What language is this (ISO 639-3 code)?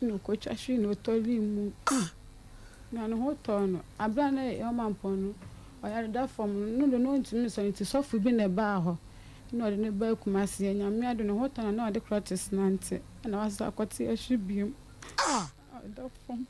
aka